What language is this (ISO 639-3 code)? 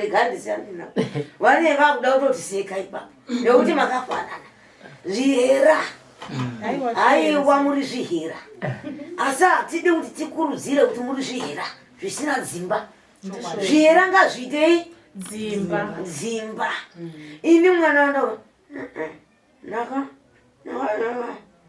sna